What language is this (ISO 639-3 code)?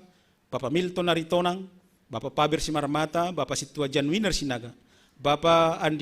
bts